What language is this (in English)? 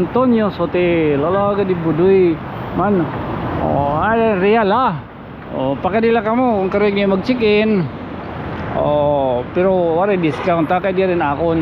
Waray